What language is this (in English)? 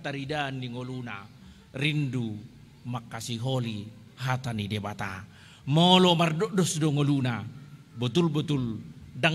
Batak Toba